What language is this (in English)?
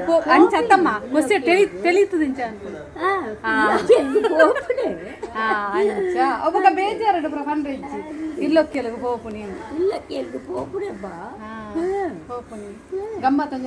Tulu